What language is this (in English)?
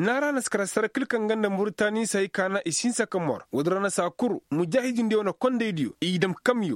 Koyraboro Senni